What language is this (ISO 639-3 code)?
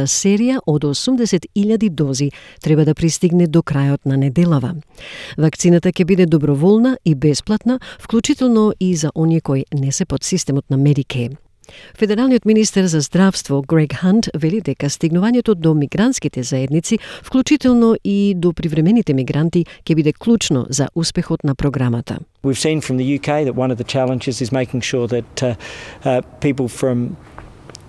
mkd